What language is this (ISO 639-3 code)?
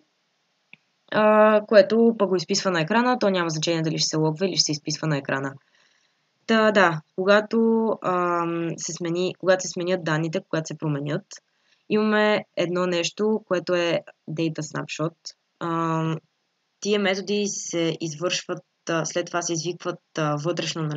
bul